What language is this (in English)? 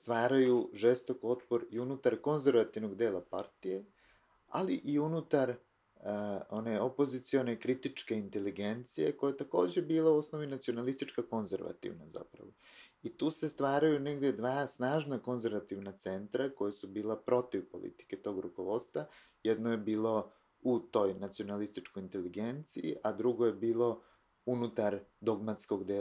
Serbian